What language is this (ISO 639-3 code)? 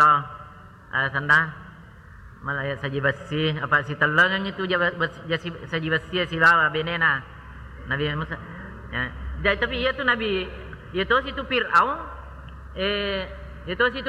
bug